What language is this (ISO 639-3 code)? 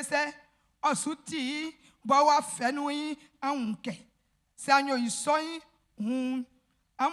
bci